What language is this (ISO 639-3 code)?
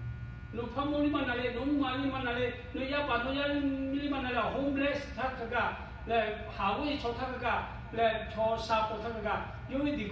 lhu